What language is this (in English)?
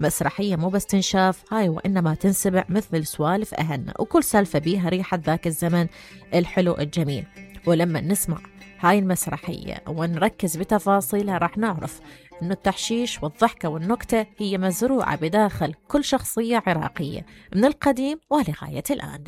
Mesopotamian Arabic